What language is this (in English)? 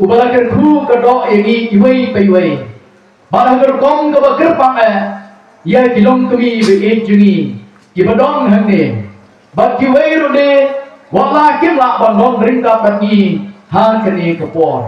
Khasi